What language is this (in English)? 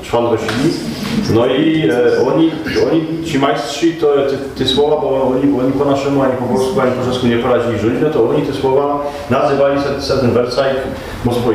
Silesian